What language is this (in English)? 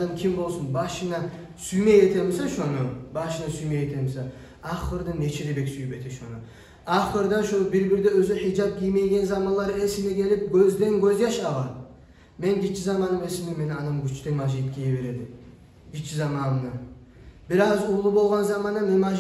Kumyk